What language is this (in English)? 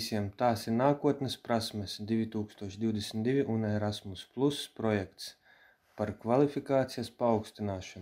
Latvian